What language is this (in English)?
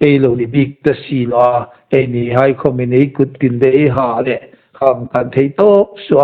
Hmar